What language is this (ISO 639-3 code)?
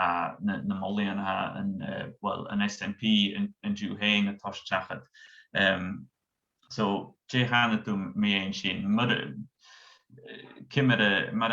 gla